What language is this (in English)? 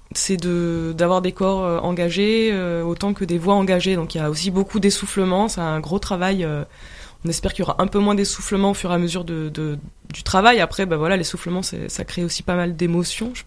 French